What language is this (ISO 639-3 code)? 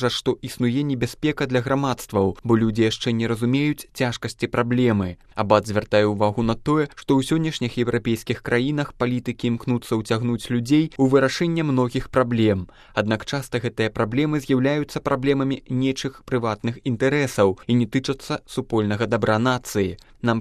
bel